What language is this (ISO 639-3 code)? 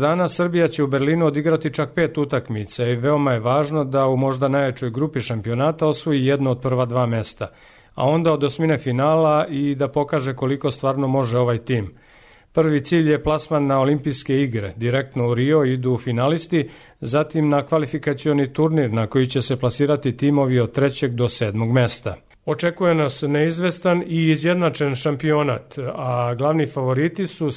srp